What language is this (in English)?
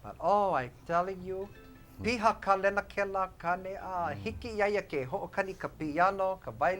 Hawaiian